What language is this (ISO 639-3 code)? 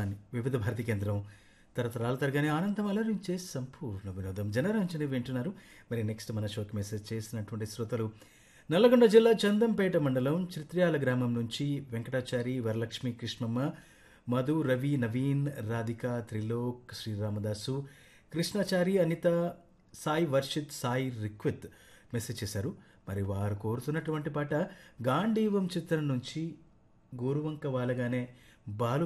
tel